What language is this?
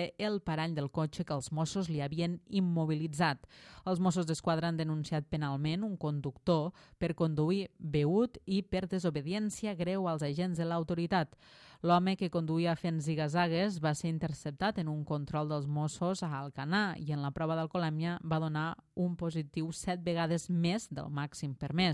Catalan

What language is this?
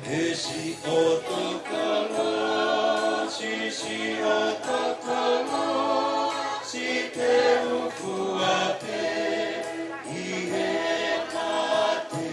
Tongan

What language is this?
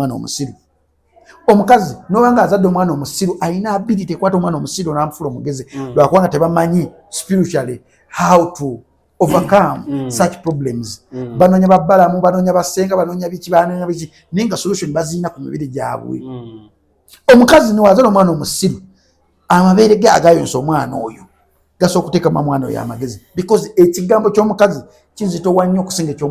Ganda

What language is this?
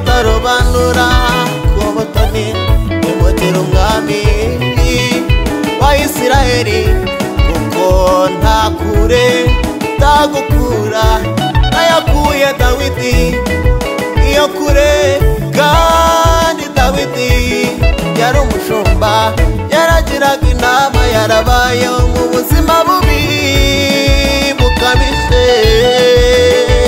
Kinyarwanda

